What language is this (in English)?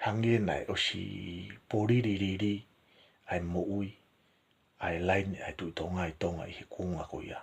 Tongan